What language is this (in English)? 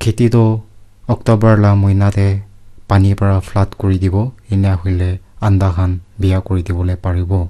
Naga Pidgin